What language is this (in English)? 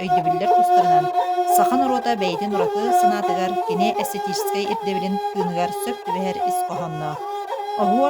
Yakut